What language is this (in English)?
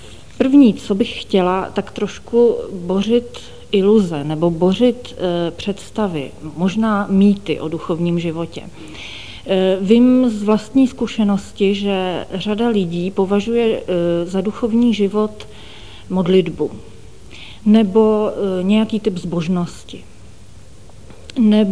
Czech